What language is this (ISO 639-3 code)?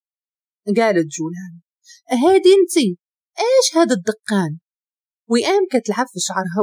ary